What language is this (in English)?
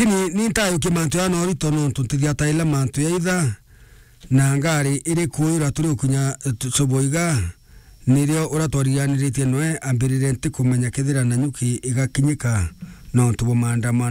Meru